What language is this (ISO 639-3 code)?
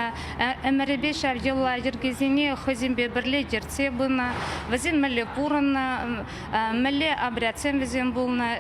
chv